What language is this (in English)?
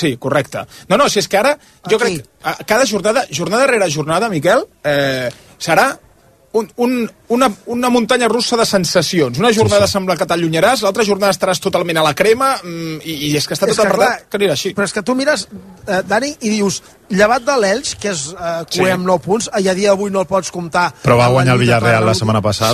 Catalan